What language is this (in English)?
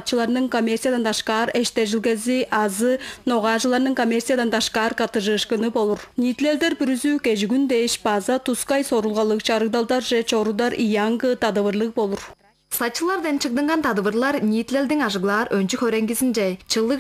Tuvinian